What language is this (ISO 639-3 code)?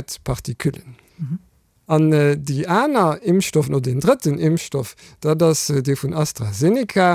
ltz